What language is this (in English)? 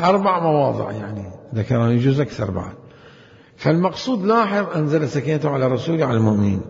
Mesopotamian Arabic